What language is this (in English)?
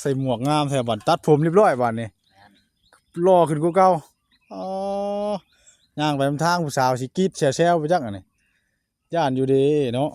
Northeastern Thai